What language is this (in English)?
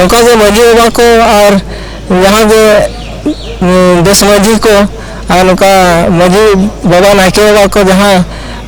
Santali